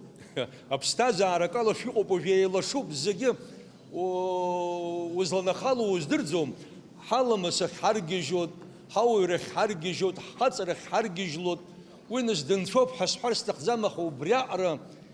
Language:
Abkhazian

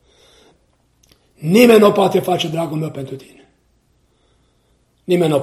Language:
Romanian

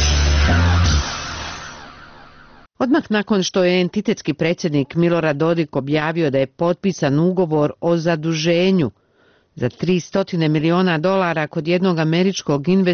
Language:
Bosnian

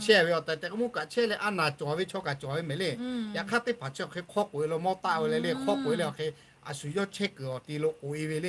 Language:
Lahu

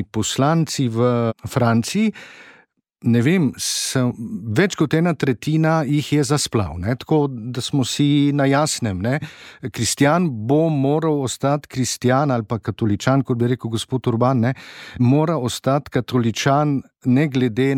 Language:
Slovenian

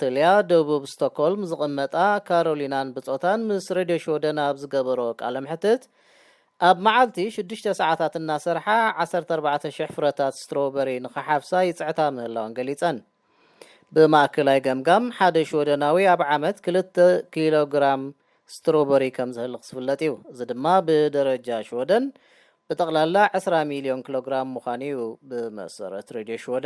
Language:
Tigrinya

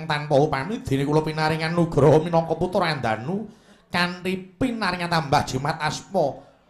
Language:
Javanese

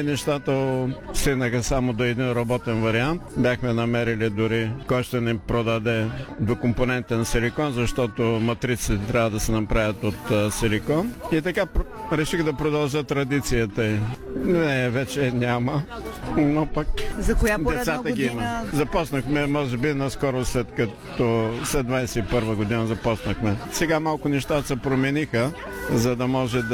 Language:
Bulgarian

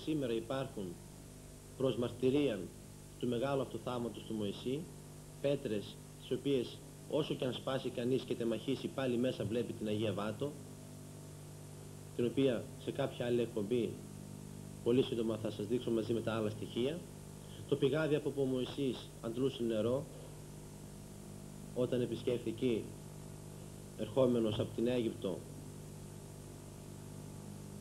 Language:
Greek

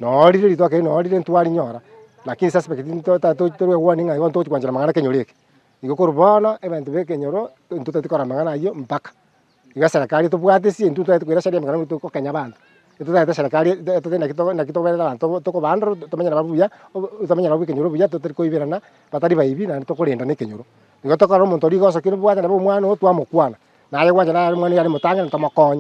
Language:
Gusii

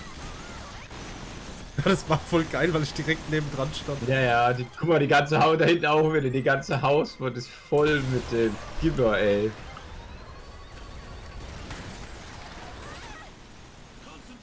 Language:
German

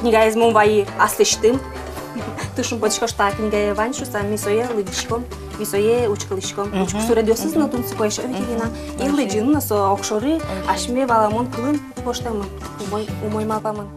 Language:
Udmurt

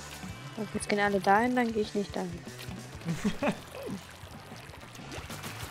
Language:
German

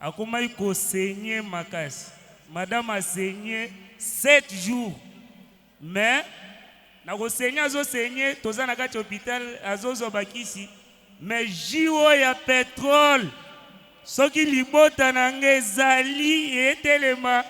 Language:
Lingala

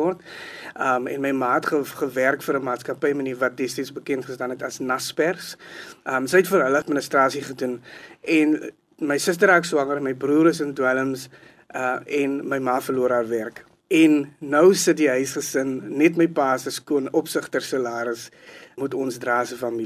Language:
Afrikaans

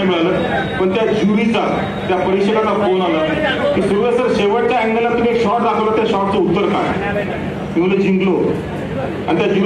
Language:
Marathi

